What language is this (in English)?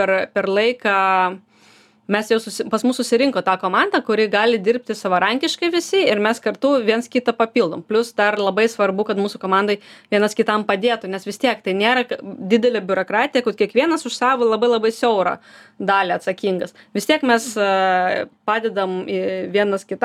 Lithuanian